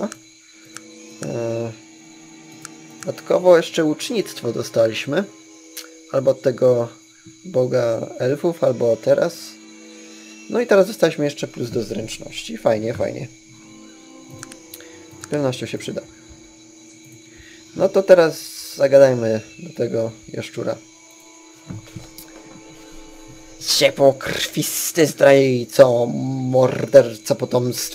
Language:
Polish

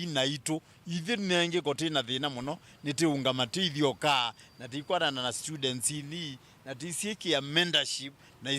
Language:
Kamba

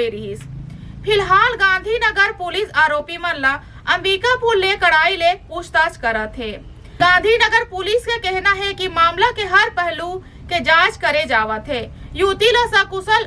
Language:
Chhattisgarhi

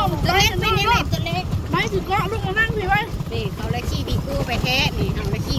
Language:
Lao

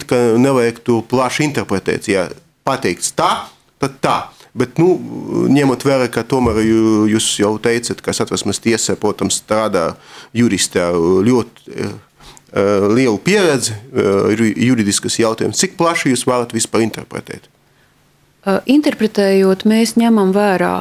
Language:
Latvian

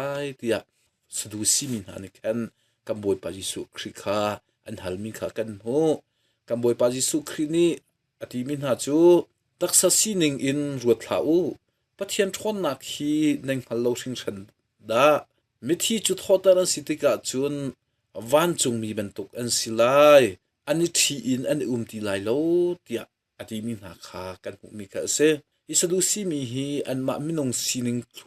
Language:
Hakha Chin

